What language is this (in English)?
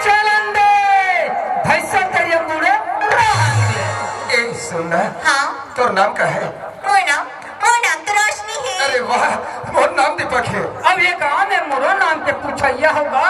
Chhattisgarhi